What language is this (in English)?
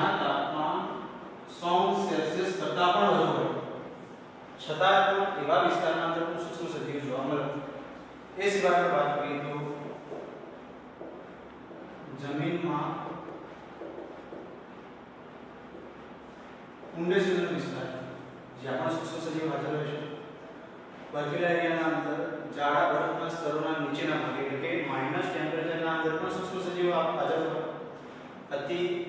Gujarati